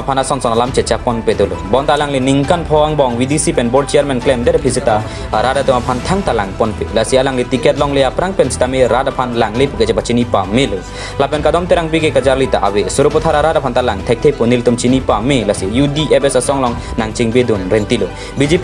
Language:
Karbi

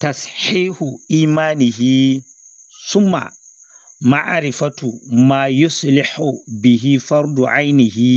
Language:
Zarma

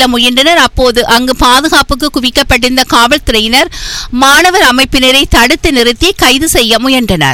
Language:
Tamil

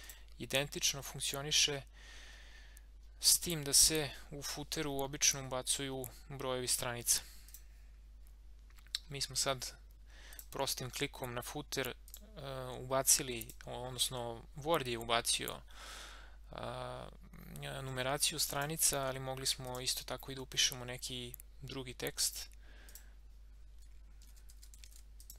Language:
Serbian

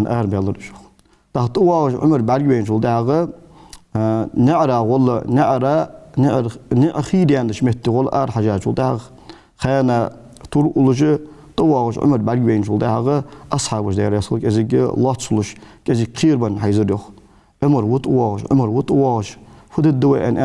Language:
Ingush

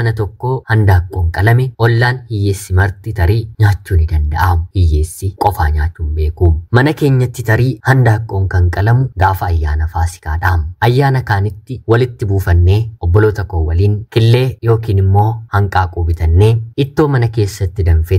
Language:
Oromo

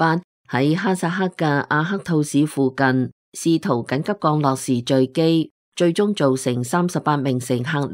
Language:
Cantonese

